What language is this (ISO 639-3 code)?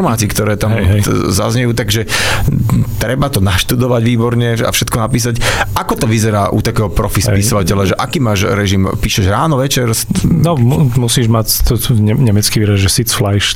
slk